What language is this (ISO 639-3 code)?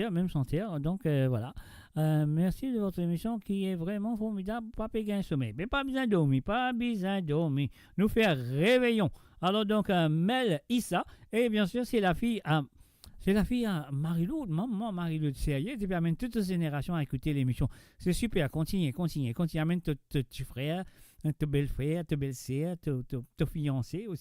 mfe